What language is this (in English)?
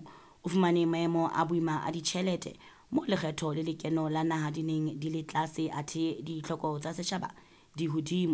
Southern Sotho